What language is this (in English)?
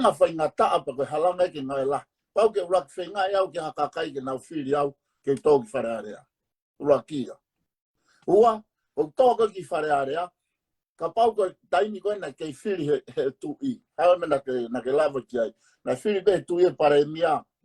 Tongan